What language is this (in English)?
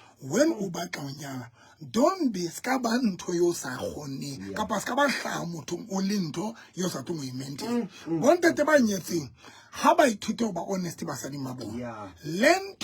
Southern Sotho